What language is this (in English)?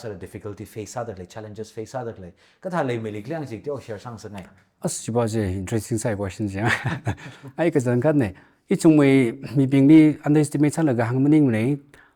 Tangkhul Naga (India)